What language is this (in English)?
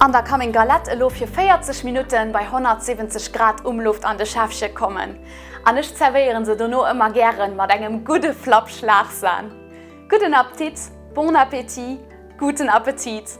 Luxembourgish